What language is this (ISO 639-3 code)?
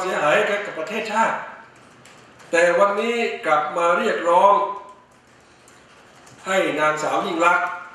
tha